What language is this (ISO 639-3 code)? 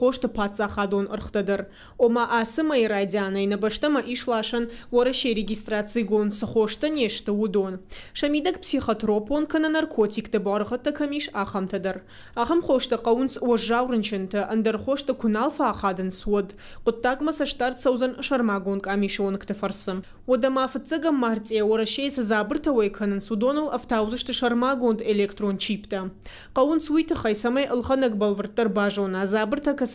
oss